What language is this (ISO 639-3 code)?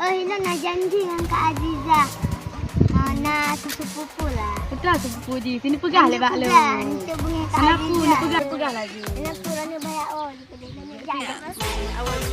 ace